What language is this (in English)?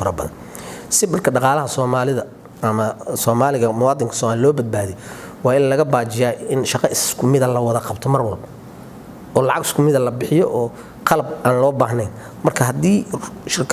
Somali